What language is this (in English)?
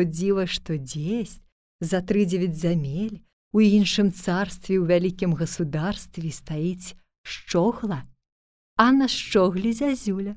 Belarusian